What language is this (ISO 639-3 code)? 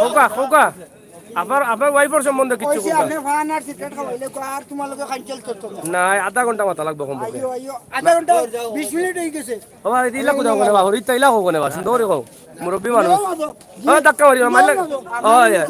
syl